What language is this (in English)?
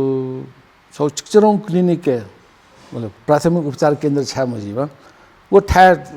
Newari